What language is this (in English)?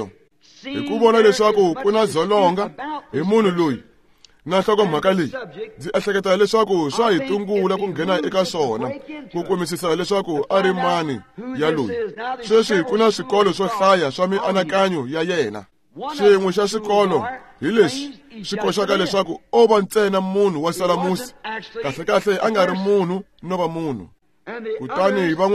Tsonga